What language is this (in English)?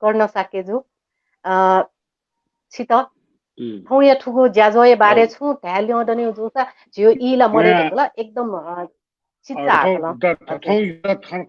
Newari